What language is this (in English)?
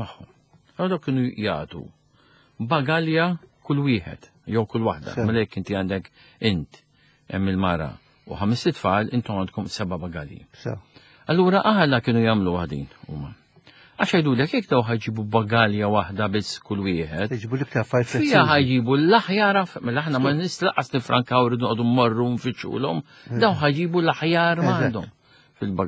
Maltese